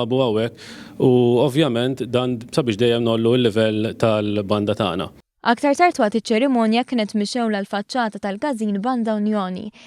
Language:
Maltese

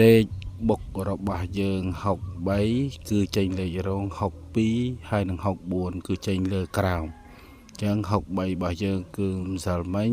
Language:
Khmer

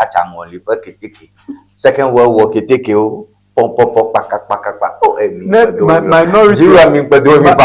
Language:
Ewe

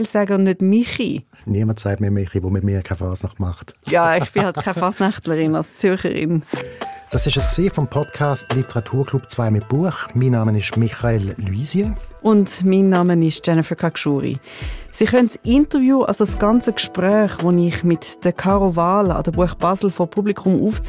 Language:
Swiss German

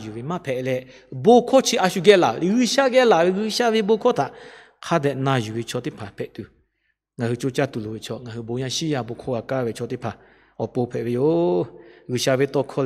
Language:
Lahu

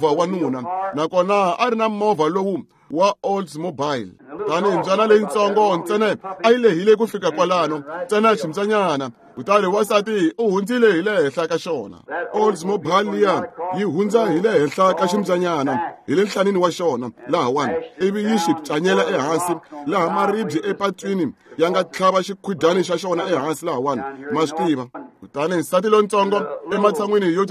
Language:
Tsonga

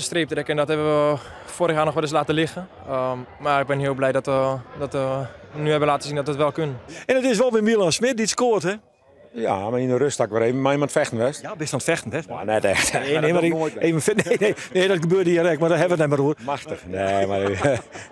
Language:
Western Frisian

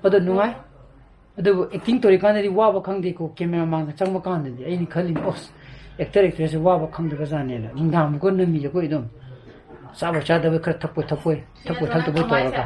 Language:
Manipuri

